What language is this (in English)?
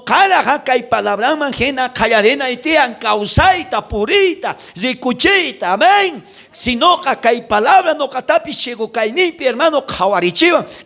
South Bolivian Quechua